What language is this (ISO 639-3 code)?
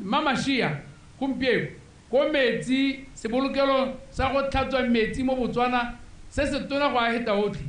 tsn